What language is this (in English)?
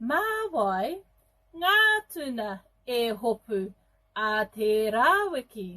Māori